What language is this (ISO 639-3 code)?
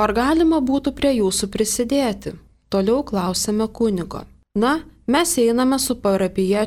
lit